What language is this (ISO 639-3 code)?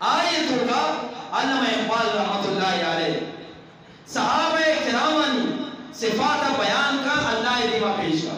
bgp